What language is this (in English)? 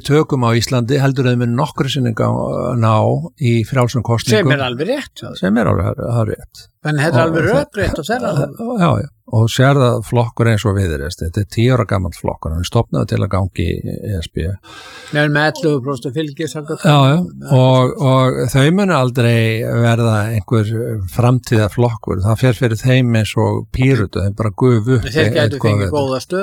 Icelandic